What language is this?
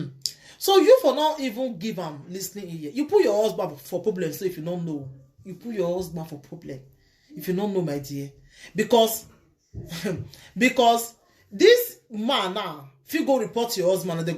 Nigerian Pidgin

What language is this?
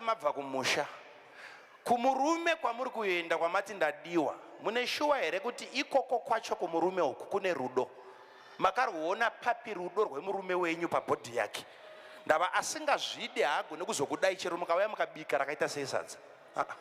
Shona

